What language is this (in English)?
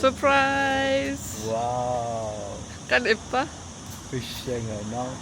Kalaallisut